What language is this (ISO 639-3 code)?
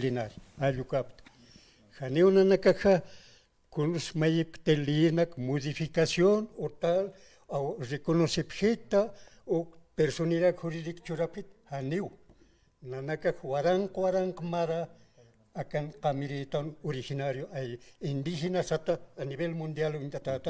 aym